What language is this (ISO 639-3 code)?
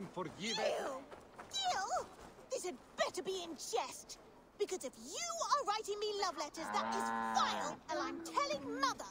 eng